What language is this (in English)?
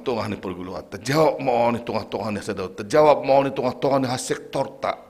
Batak Simalungun